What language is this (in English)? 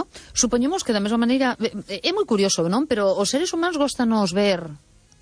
Galician